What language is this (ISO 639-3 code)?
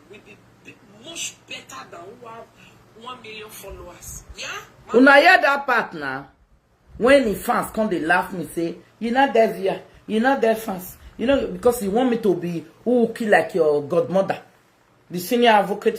pcm